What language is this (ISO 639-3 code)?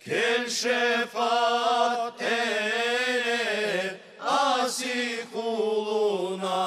crh